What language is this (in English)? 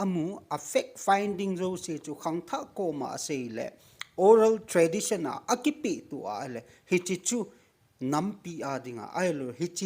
Thado Chin